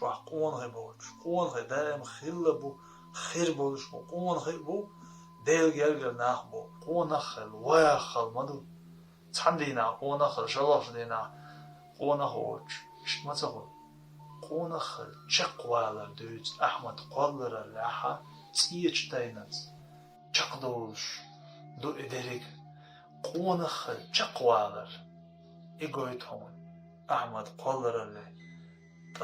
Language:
Chechen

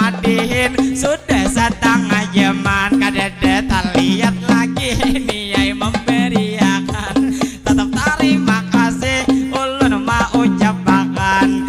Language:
Banjar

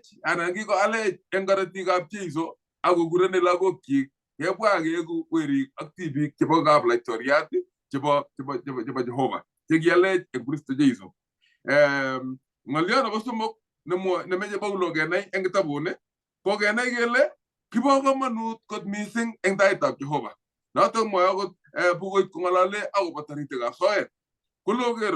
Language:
Kalenjin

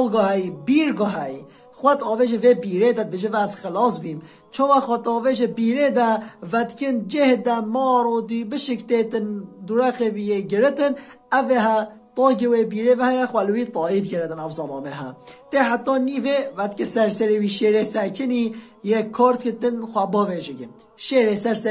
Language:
Kurdish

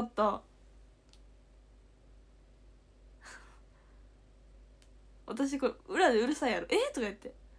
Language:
Japanese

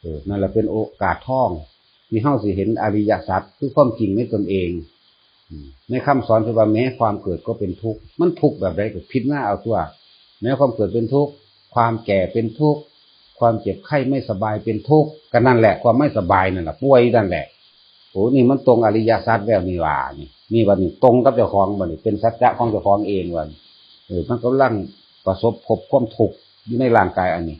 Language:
Northeastern Thai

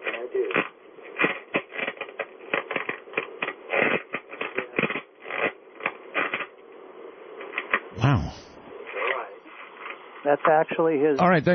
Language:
English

